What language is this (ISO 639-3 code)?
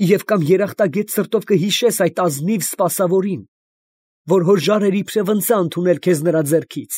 hye